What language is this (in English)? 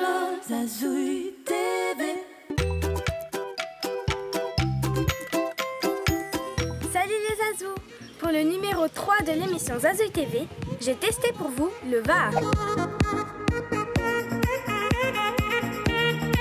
French